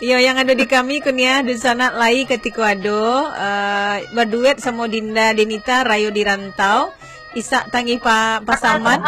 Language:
Minangkabau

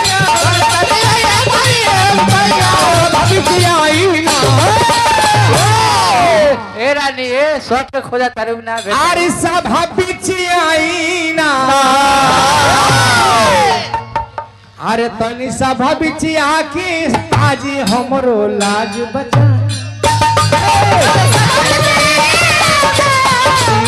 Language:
Bhojpuri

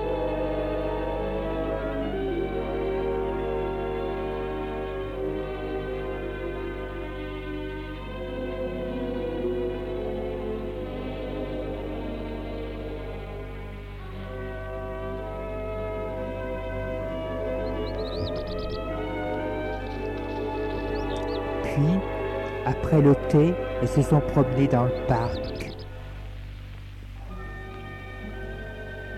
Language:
French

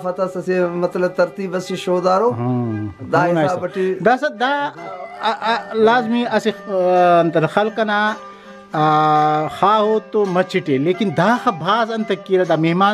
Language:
Brahui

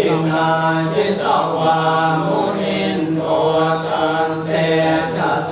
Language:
Pali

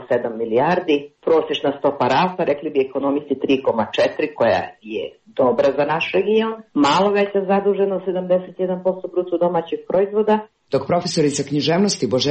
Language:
Serbian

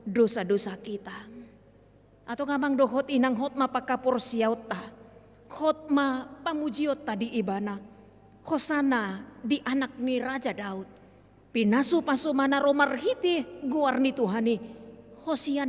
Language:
Batak Toba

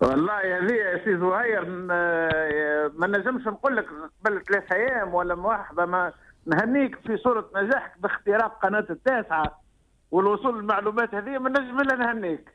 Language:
Tunisian Arabic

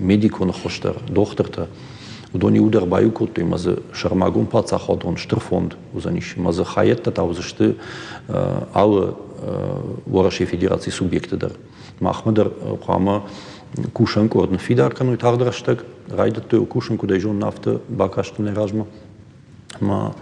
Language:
Ossetic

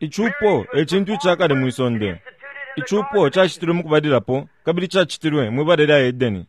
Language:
Bemba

